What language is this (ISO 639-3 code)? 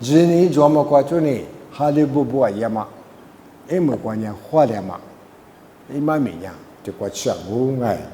lis